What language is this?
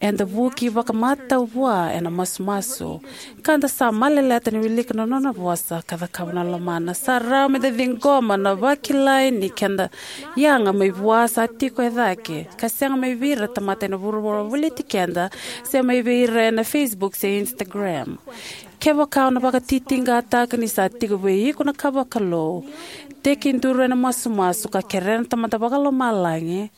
Fijian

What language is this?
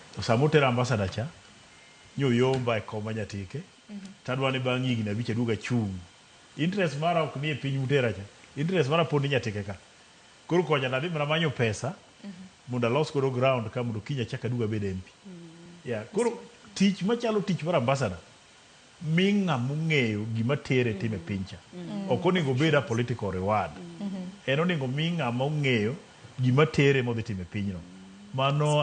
Luo (Kenya and Tanzania)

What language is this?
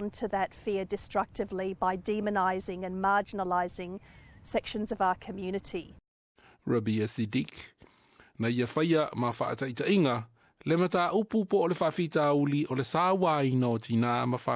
Samoan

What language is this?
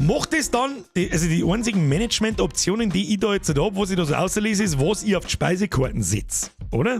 Bavarian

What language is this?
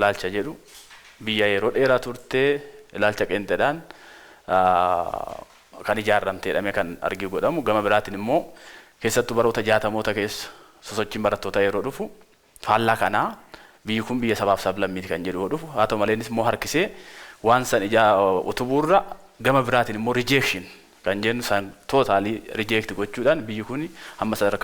Oromo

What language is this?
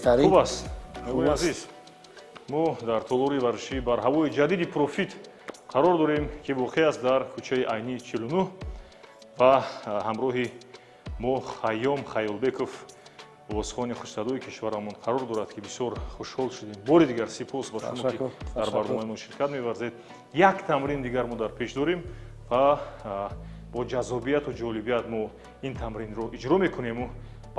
Tajik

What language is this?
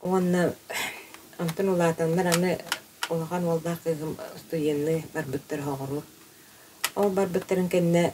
Yakut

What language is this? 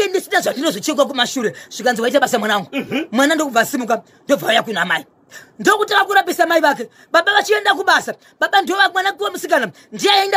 Shona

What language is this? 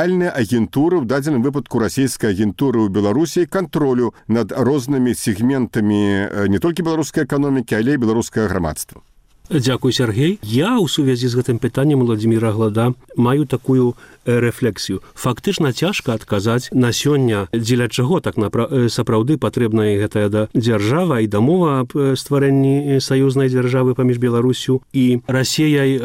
Belarusian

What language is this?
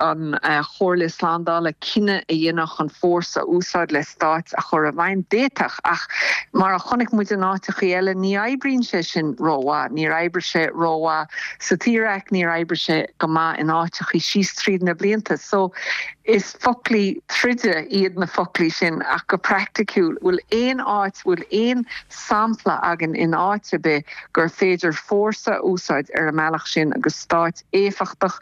Irish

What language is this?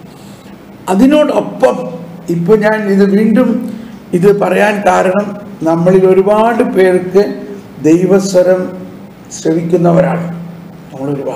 Malayalam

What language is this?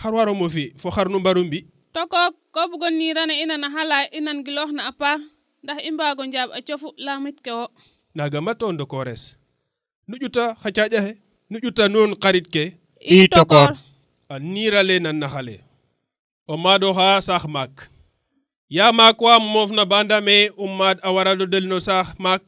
Serer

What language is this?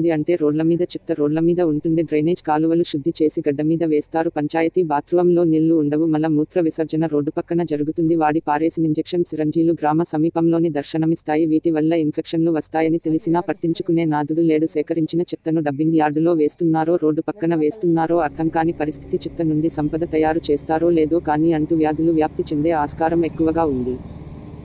Telugu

